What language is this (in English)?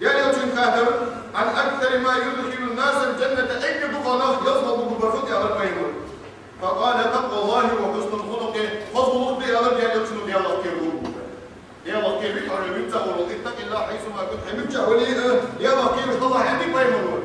Ingush